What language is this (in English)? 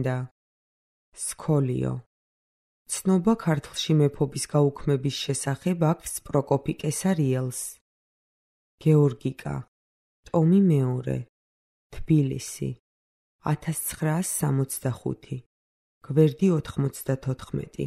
Georgian